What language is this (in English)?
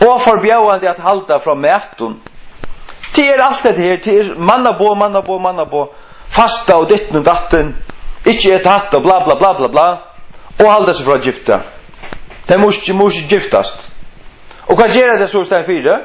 Faroese